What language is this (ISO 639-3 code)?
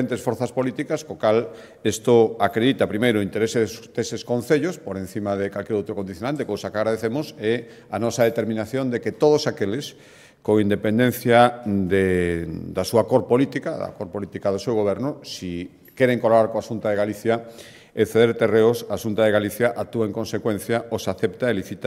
glg